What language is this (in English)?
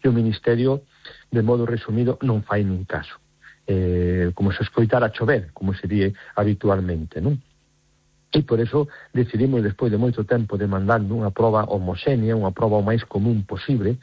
Galician